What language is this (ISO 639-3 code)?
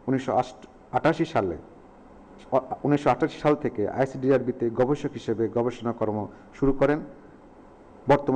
ben